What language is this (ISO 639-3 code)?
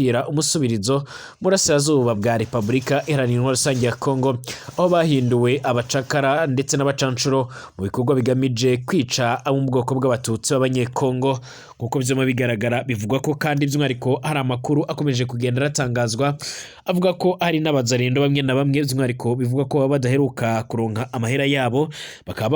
run